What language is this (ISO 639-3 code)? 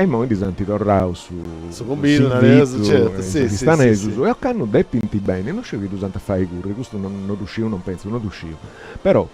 srd